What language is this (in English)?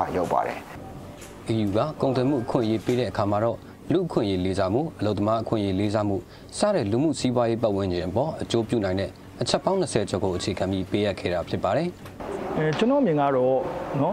Burmese